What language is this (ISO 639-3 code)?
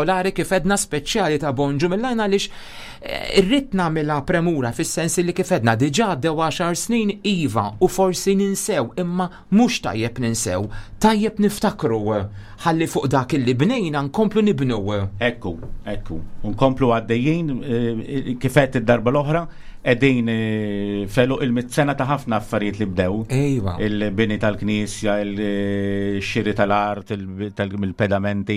mlt